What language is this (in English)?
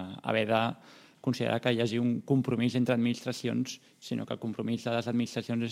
Catalan